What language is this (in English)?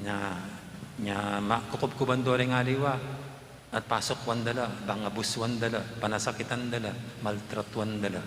Pampanga